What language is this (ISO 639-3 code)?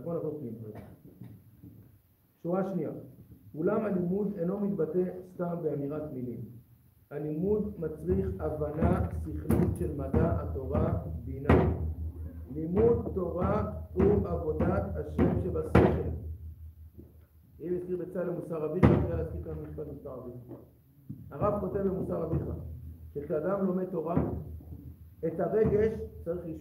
heb